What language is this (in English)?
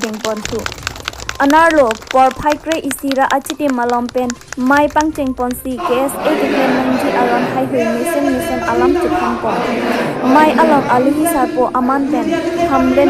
Karbi